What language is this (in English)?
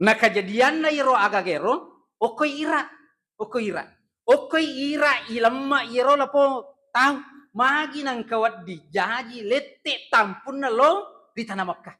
Buginese